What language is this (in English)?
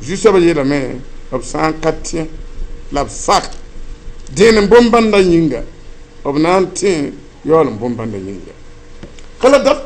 Mossi